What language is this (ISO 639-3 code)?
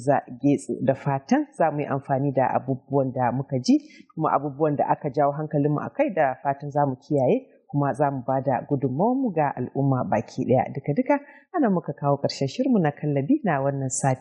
hau